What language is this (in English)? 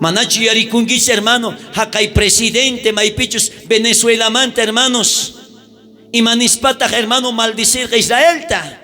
South Bolivian Quechua